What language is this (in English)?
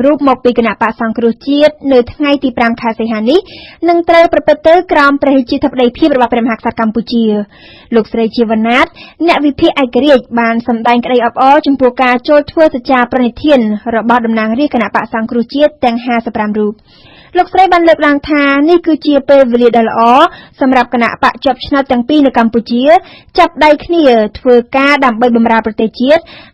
Khmer